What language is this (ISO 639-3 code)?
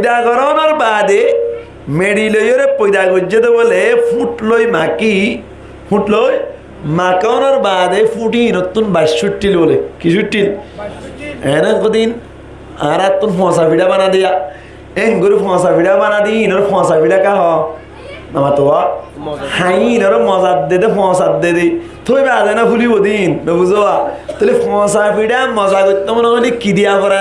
rhg